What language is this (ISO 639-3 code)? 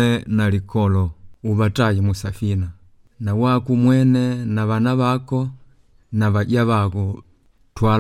kde